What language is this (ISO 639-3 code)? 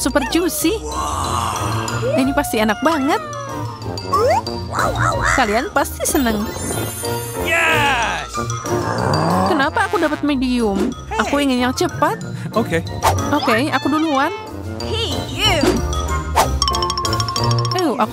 ind